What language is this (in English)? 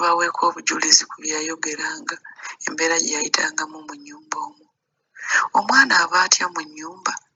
Ganda